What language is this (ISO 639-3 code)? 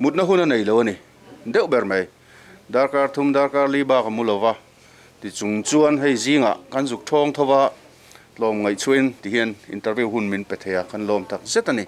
lus